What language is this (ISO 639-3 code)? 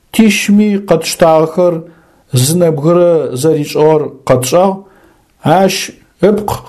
ady